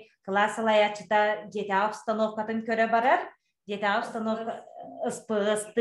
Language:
Yakut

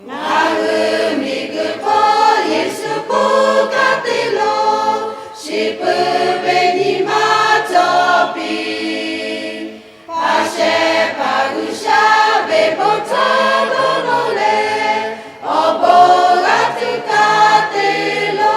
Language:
Lahu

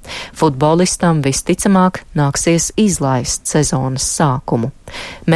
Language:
Latvian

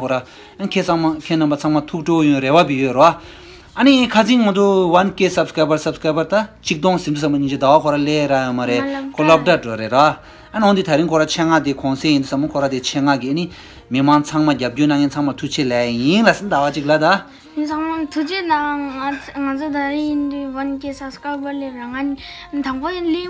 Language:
Tibetan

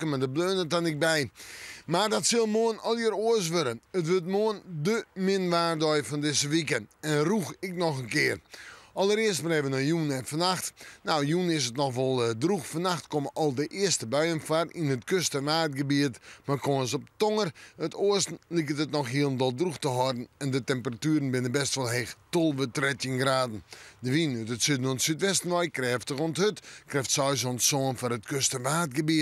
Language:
Western Frisian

